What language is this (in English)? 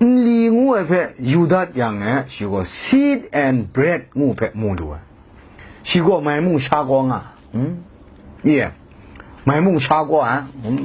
Kachin